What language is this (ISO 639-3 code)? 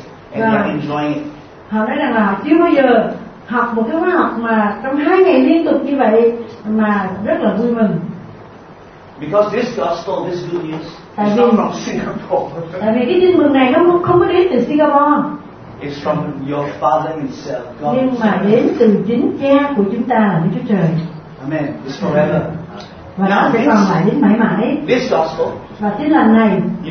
vie